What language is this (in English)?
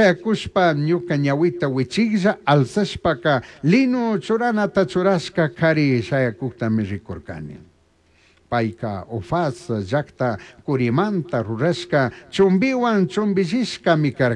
Chimborazo Highland Quichua